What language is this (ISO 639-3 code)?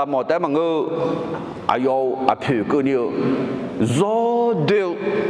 ahk